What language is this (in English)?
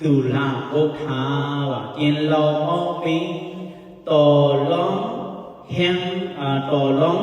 Shan